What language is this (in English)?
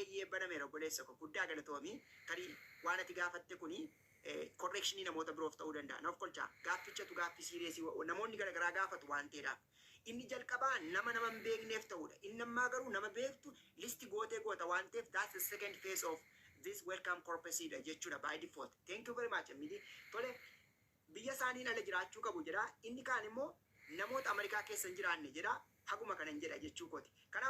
Oromo